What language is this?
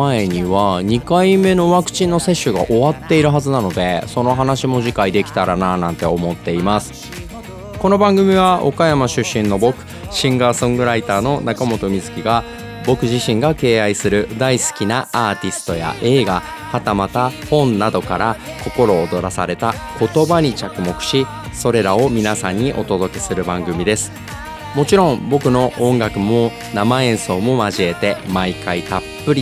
Japanese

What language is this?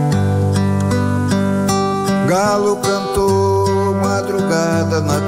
Portuguese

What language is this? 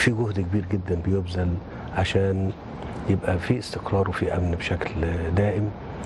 Egyptian Arabic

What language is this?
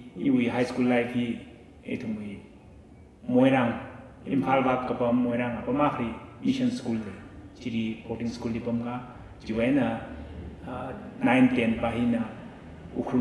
Tangkhul Naga (India)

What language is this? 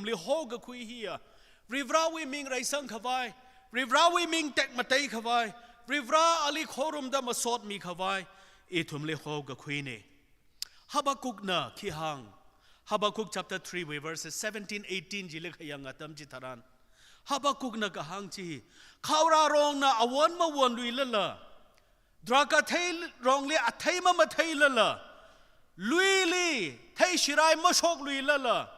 Tangkhul Naga (India)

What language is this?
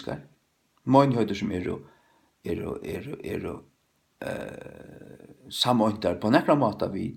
Faroese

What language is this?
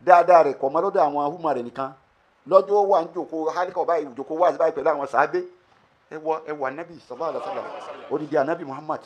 Yoruba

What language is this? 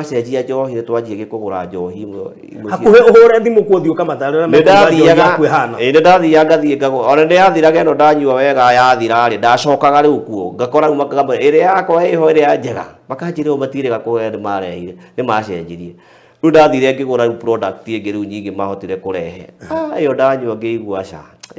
Kikuyu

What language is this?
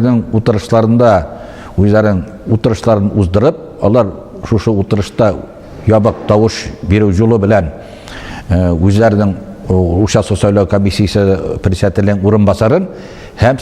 Tatar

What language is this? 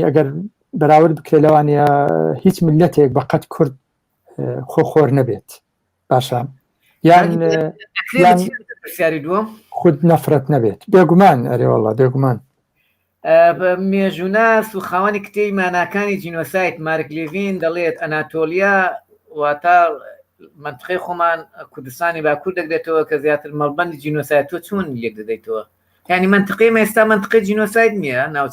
Central Kurdish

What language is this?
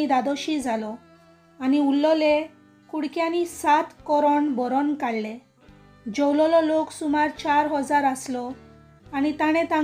Konkani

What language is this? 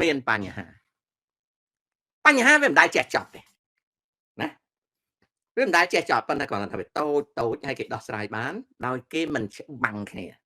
Khmer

